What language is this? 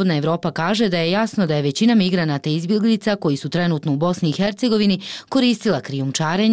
Bosnian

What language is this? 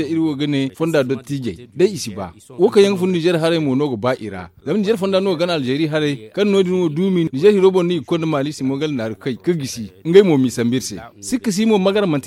Zarma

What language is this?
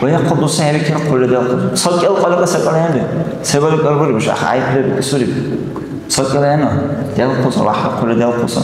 Dargwa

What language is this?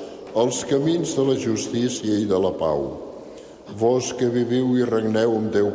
Catalan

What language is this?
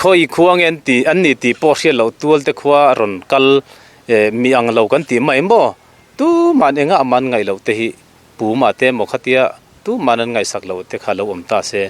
Mizo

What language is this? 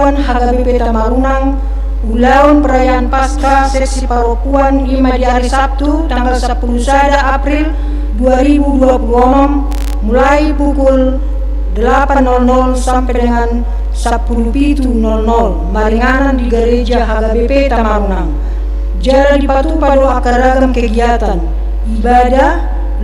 Batak Toba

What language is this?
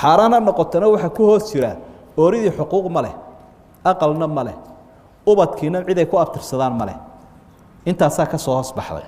Somali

